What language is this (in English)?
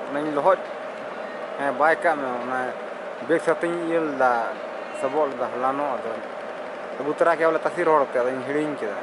Santali